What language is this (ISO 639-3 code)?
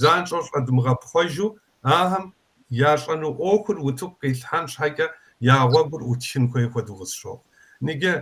kbd